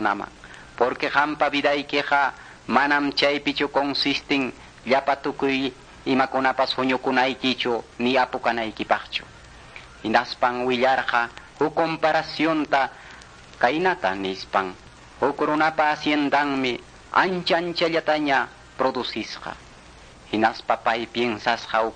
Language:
Quechua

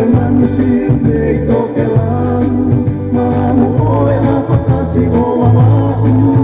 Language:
Tongan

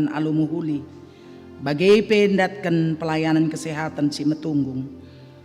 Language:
Batak Karo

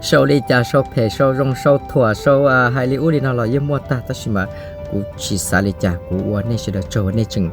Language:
Hmong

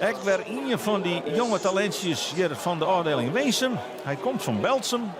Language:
Western Frisian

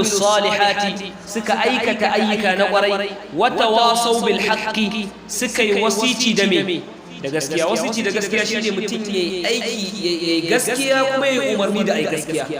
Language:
Hausa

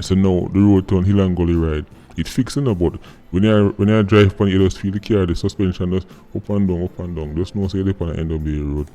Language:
Jamaican Creole English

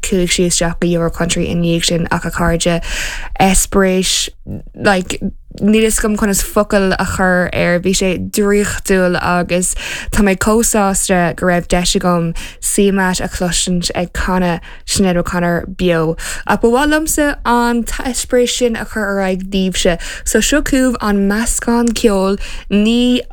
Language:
Irish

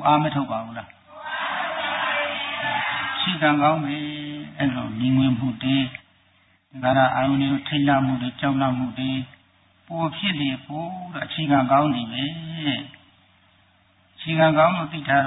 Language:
Burmese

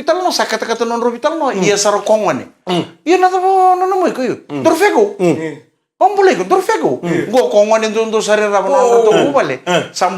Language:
Fijian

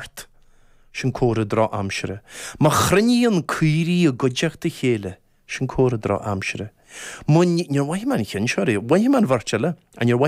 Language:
Irish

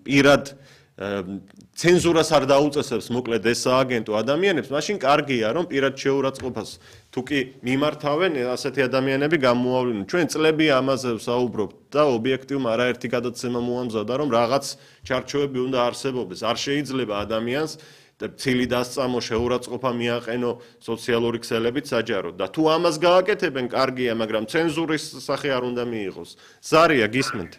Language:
Georgian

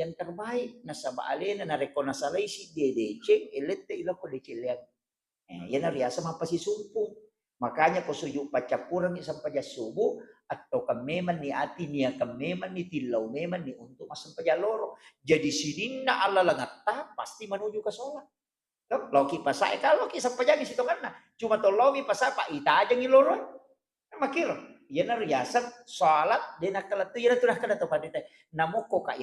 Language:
Buginese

